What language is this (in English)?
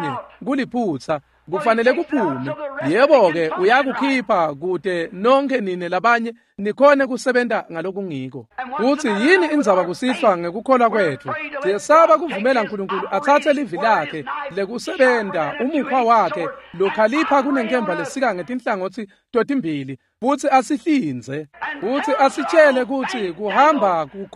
Swati